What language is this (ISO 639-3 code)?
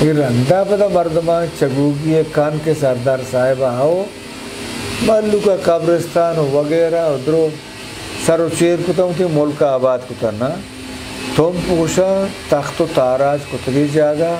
bgp